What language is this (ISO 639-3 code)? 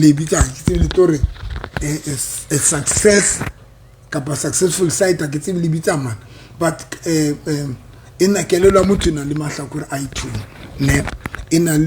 sot